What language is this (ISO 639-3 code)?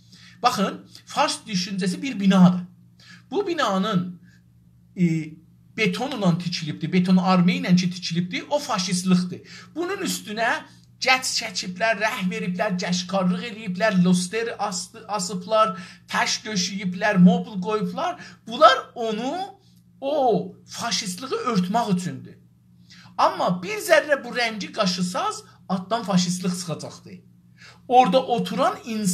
azb